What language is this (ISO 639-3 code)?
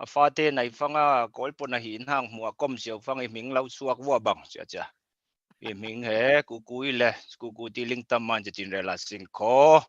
cfm